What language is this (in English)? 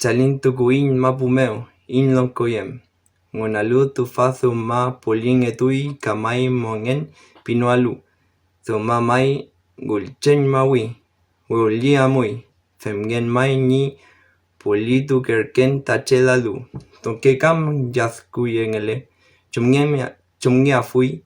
Mapuche